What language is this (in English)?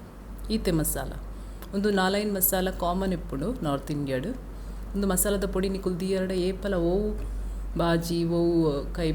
Tulu